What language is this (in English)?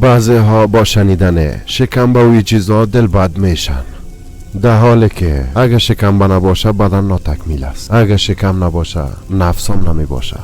Persian